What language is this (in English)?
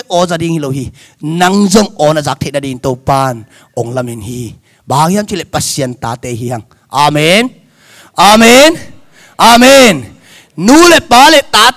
Tedim Chin